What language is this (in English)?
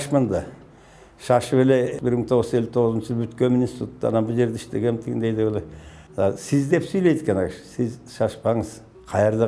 Kyrgyz